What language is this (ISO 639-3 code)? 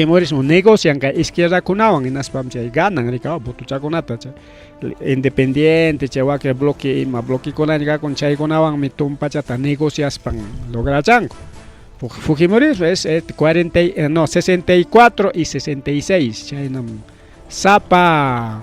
quy